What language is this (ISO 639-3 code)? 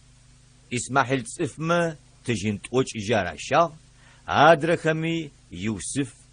ady